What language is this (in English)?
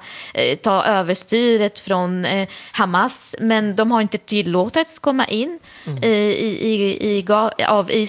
Swedish